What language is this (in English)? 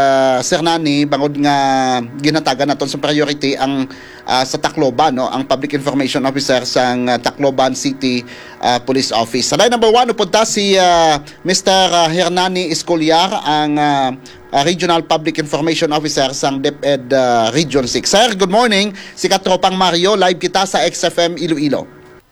Hiligaynon